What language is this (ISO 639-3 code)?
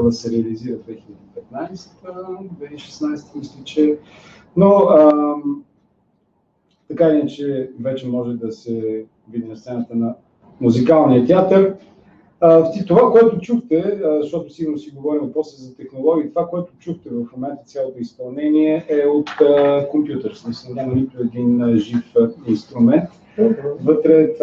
bul